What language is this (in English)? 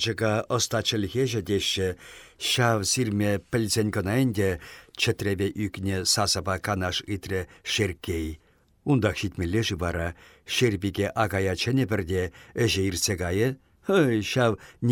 Chuvash